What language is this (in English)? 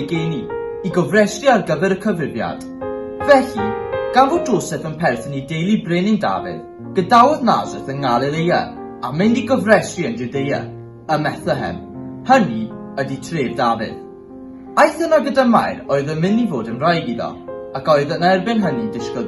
Welsh